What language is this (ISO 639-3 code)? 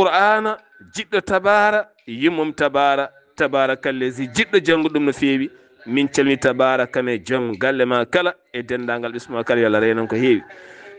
ful